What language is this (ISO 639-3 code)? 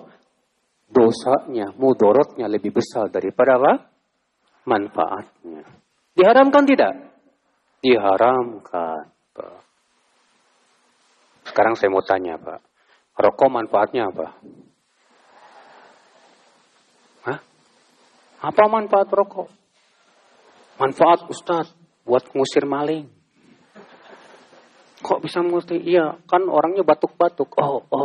ind